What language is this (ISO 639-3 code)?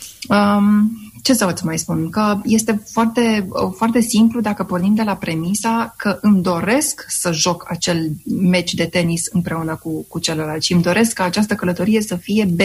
ron